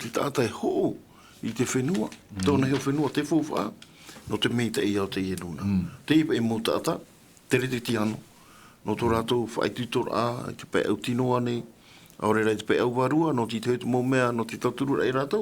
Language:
Tahitian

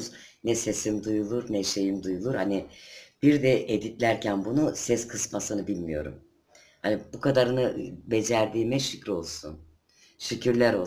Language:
Turkish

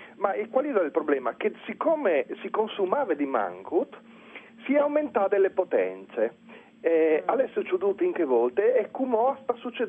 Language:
Friulian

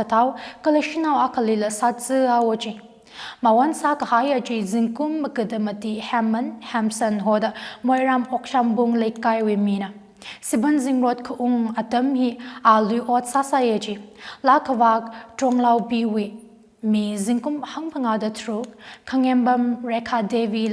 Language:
Tangkhul Naga (India)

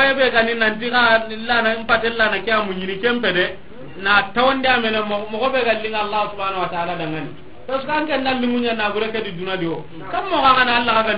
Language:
Soninke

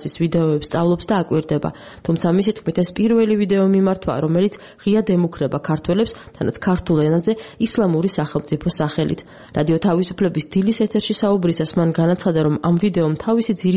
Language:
Georgian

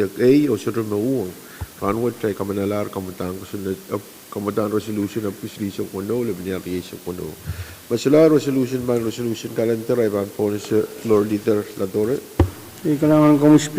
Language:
Pohnpeian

